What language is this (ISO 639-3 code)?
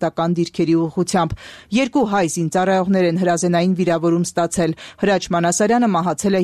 hye